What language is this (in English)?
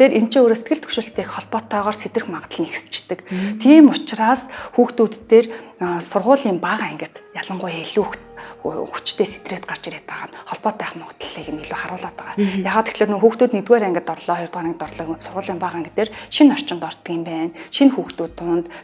Mongolian